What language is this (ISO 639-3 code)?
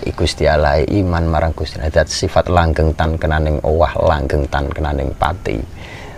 ind